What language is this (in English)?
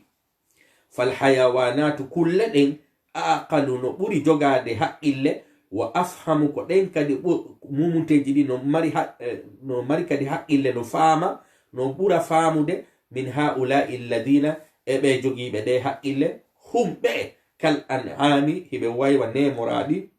Fula